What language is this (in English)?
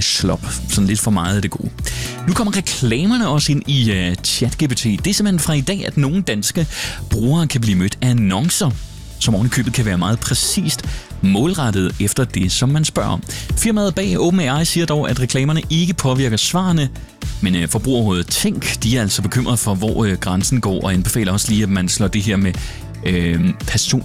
Danish